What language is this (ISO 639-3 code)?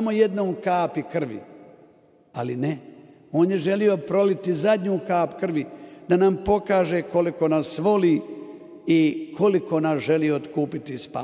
hrv